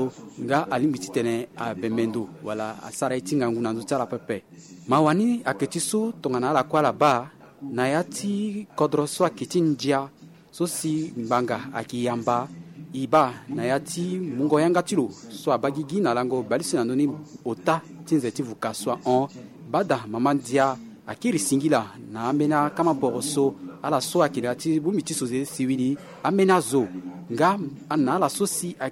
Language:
Sango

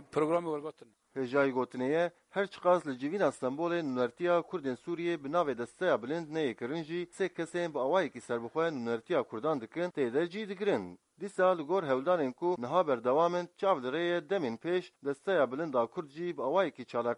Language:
Kurdish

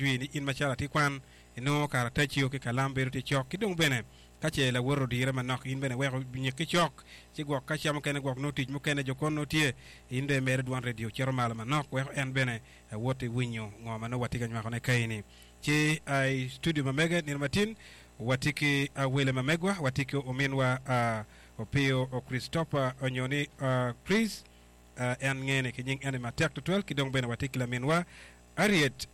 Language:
Acoli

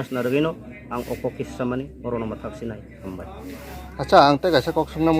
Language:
Riang (India)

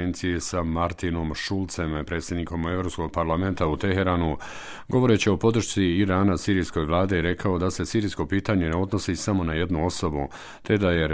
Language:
Bosnian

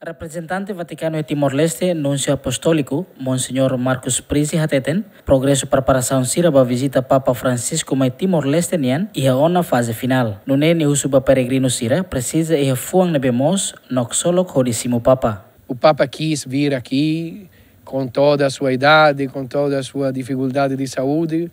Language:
Tetum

